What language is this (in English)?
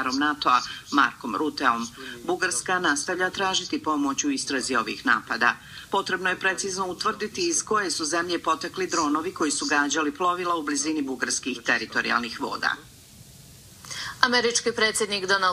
Bosnian